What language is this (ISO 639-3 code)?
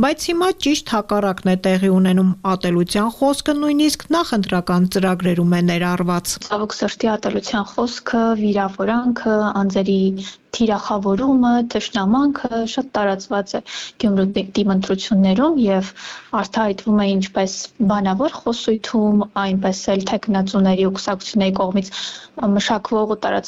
hye